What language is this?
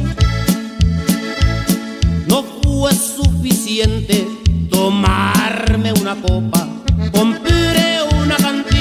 Spanish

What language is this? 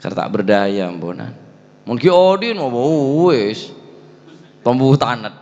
Madurese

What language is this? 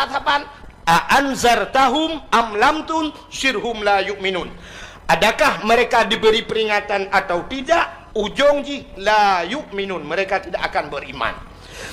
Achinese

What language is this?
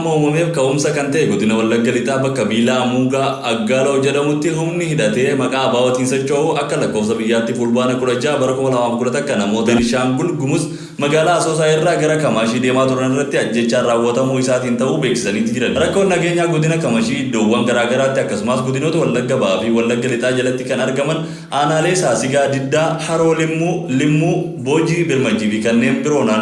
Oromo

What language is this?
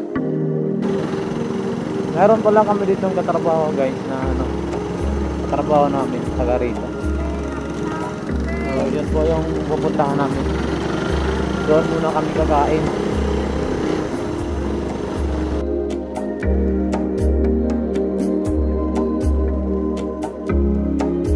Filipino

